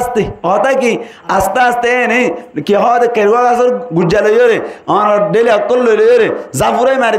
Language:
Rohingya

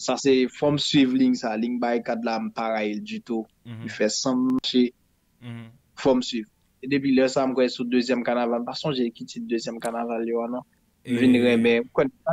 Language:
Haitian Creole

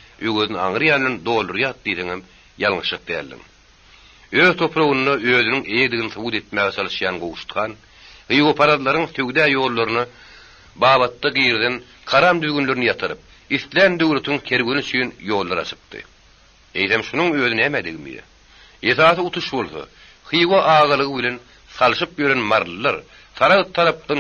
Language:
Turkmen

